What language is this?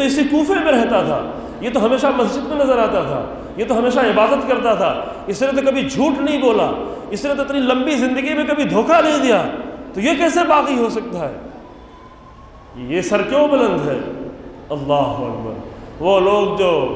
Urdu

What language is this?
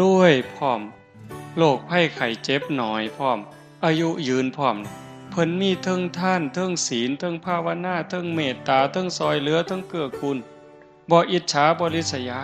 Northeastern Thai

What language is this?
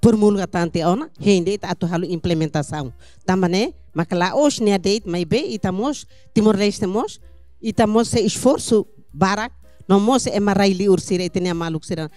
Tetum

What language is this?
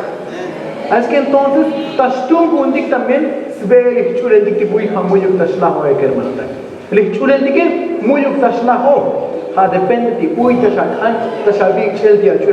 Tzotzil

